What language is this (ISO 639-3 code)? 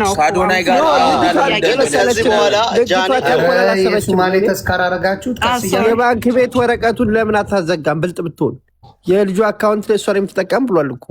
amh